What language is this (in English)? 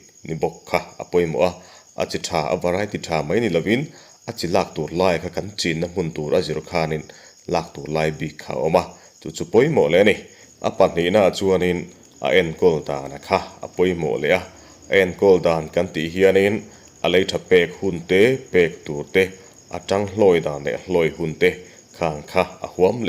Mizo